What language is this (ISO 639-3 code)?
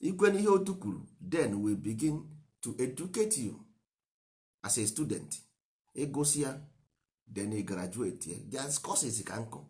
ibo